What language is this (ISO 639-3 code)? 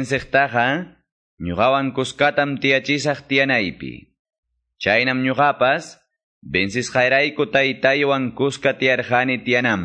que